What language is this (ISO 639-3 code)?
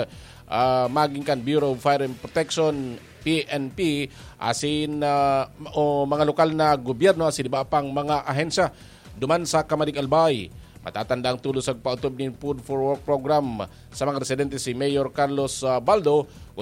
bik